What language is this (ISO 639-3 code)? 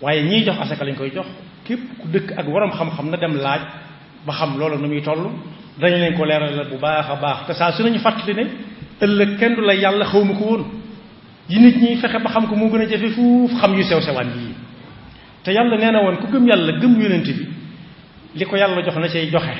wol